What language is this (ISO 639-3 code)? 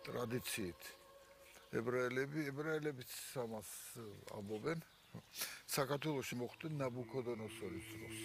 kat